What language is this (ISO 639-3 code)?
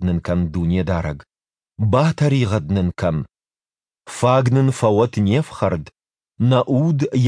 oss